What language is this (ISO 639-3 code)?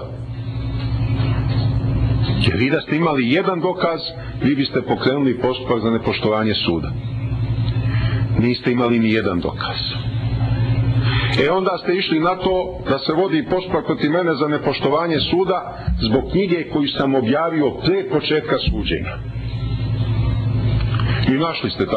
srp